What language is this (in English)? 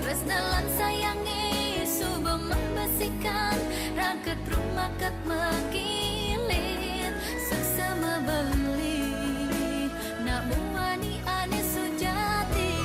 Balinese